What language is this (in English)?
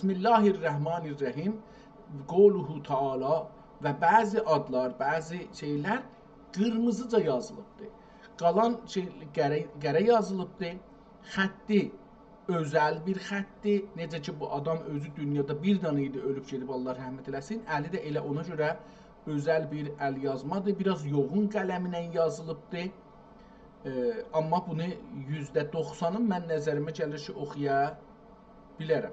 South Azerbaijani